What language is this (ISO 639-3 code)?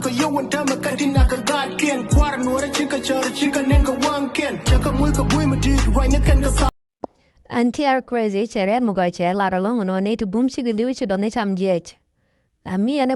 nus